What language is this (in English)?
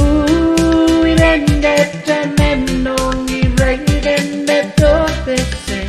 Pohnpeian